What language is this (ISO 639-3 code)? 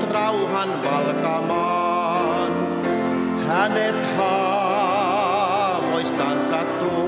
fin